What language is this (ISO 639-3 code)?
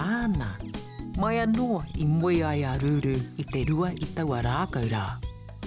mri